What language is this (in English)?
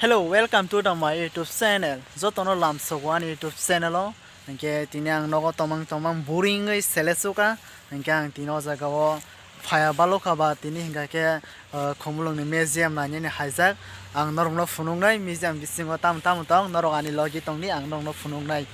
Kok Borok